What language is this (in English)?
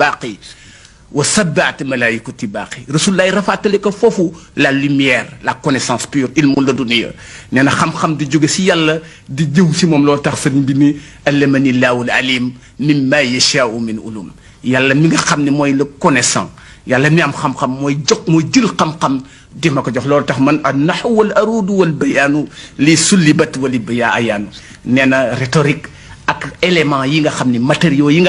Wolof